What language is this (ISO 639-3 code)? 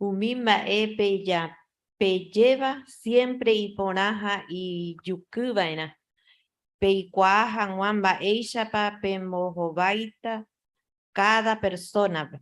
grn